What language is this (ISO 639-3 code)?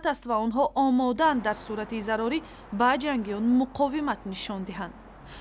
tgk